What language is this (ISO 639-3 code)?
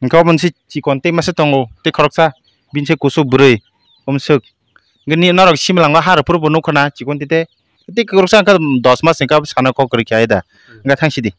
trp